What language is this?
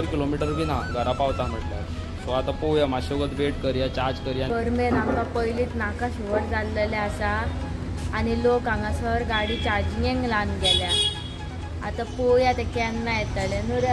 Konkani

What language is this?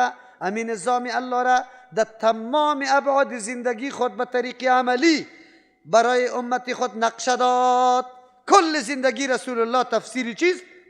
Persian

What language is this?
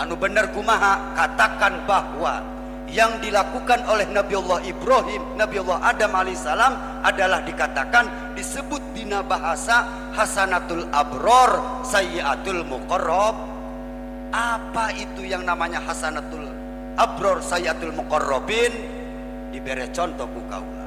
Sundanese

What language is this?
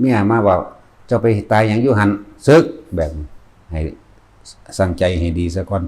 Lao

